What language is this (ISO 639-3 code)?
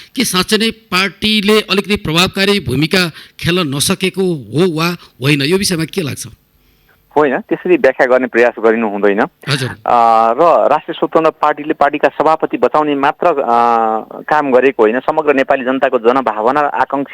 nep